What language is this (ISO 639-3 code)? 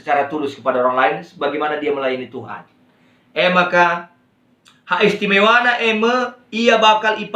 btx